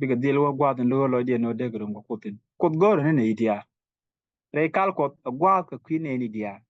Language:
Nuer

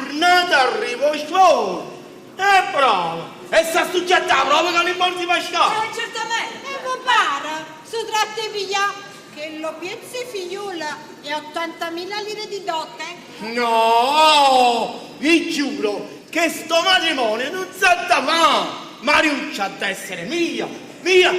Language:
Neapolitan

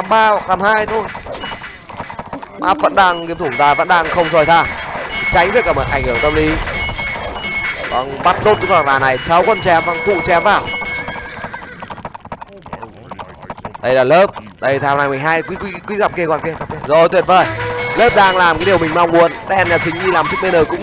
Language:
Vietnamese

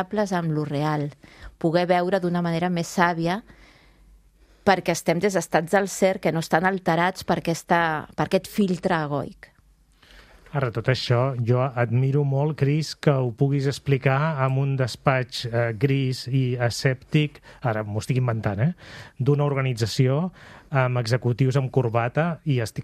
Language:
Catalan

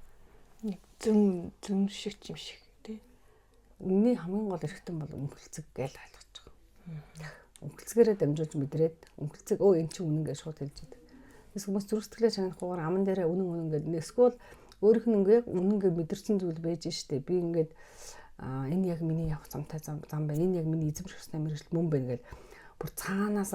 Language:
Mongolian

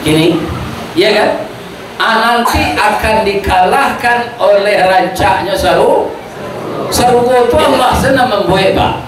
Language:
Minangkabau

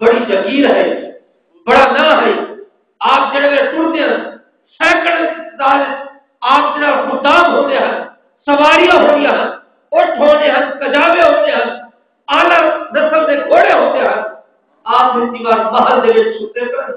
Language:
Saraiki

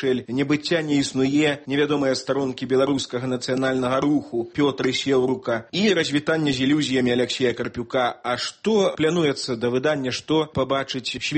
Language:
Belarusian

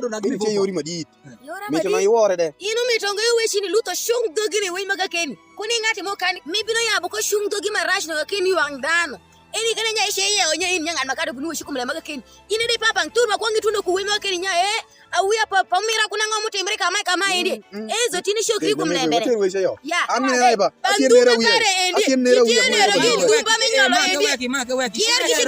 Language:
Alur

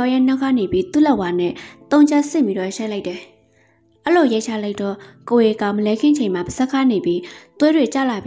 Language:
Burmese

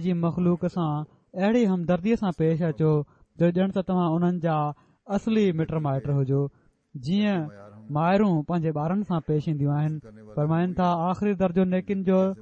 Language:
Sindhi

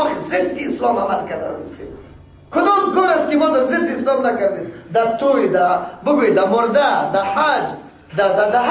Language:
Persian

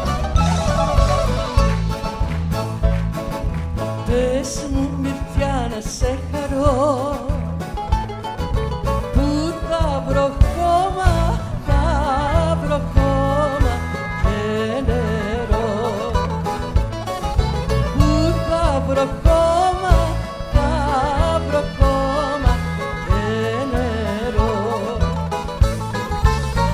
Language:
Greek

